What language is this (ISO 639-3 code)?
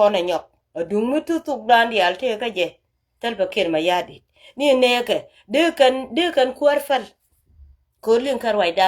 nus